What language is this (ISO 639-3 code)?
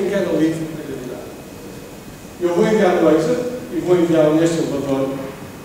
por